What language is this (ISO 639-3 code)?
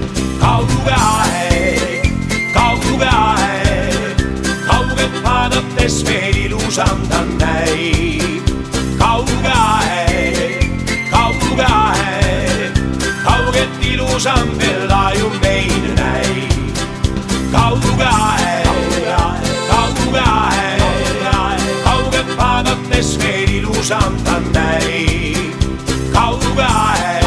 est